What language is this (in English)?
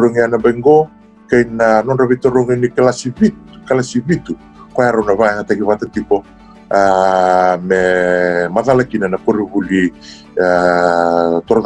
Fijian